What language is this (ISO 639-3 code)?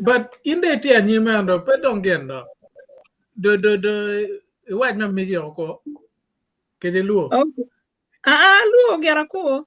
ach